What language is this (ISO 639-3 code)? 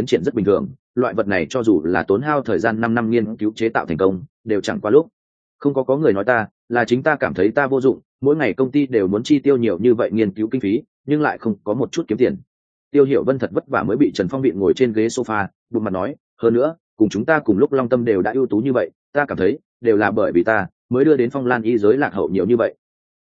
vie